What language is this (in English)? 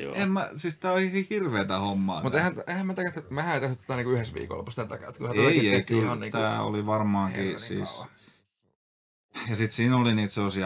Finnish